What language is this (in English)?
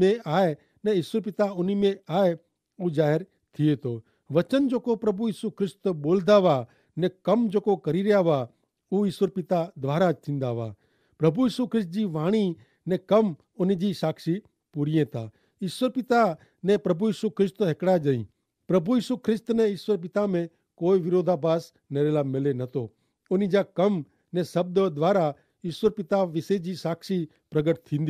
Kachhi